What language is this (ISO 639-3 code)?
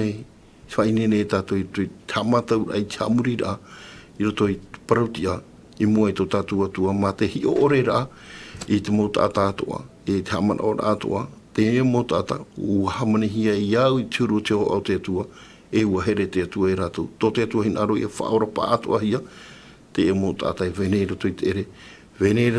tah